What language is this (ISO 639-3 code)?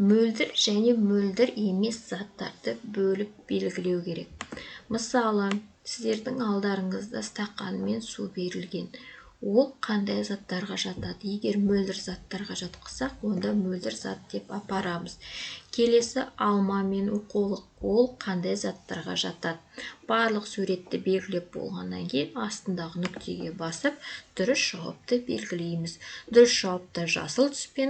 kaz